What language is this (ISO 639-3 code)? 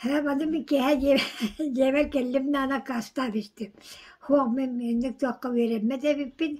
sah